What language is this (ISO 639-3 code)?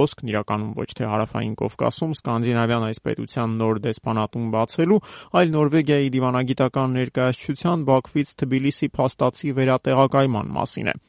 hye